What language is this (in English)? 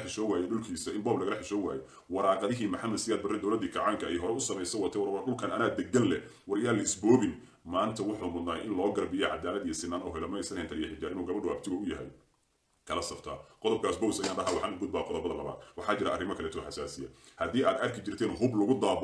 Somali